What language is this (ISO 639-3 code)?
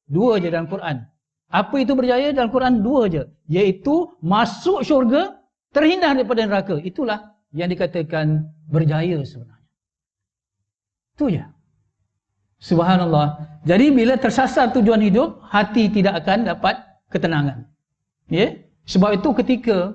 msa